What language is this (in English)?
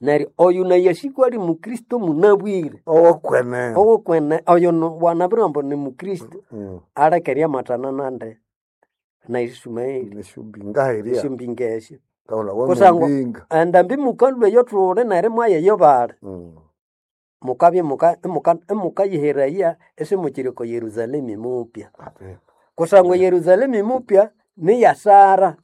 Nande